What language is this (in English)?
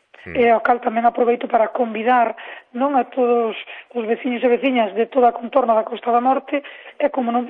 Galician